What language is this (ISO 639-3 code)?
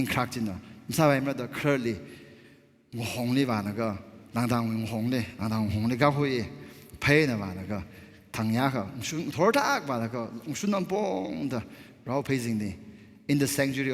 nmf